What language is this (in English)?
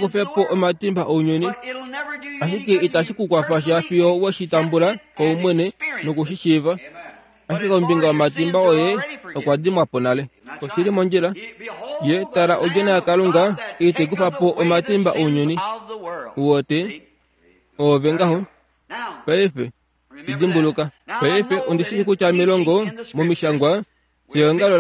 Kuanyama